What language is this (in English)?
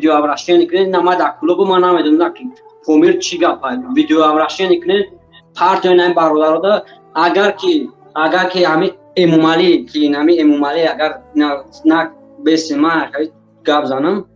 Tajik